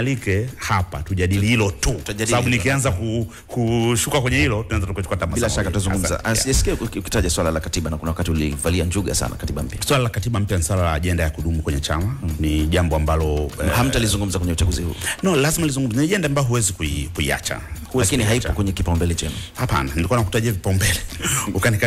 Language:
Swahili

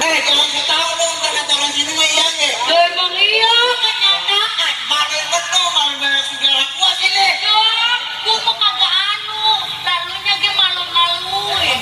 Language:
Betawi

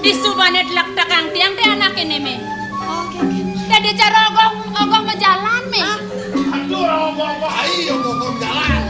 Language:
Balinese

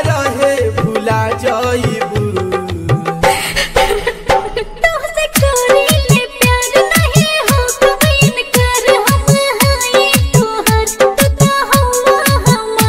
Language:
Bhojpuri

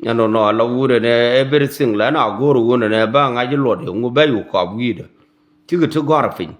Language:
Nuer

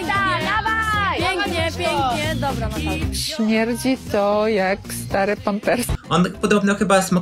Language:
Polish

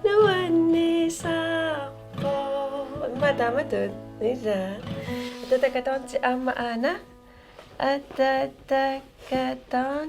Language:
Kalaallisut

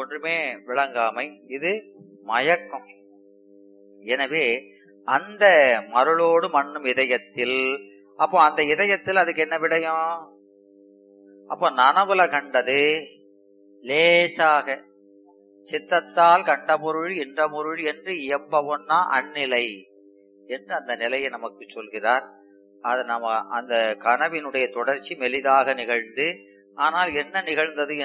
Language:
Tamil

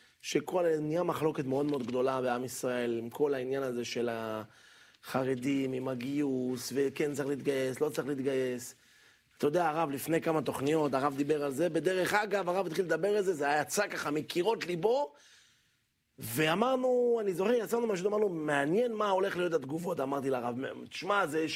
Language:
Hebrew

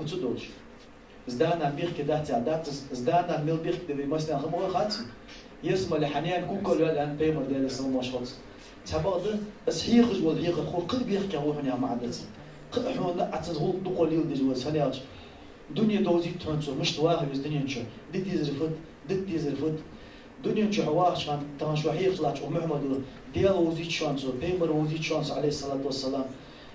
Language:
Ingush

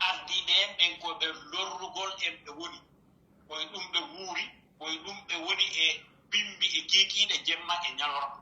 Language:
Pular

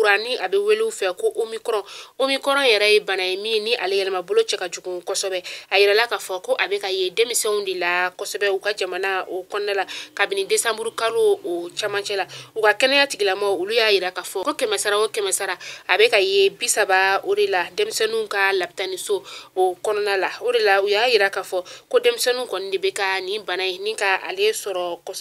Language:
Bambara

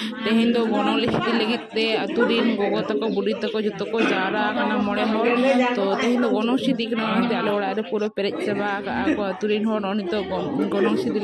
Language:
Santali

